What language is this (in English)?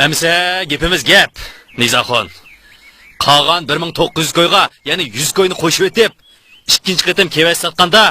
Uyghur